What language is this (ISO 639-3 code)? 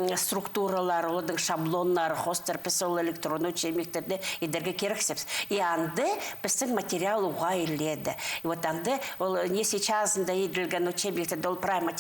kjh